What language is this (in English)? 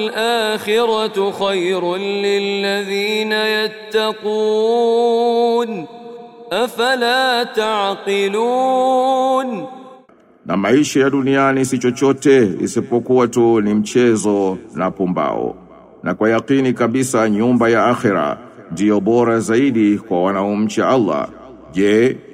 Swahili